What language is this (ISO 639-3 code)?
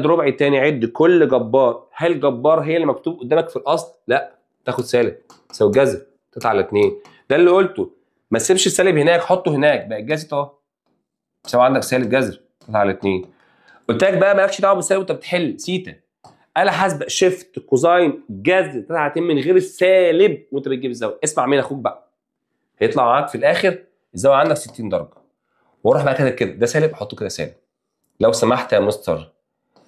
arz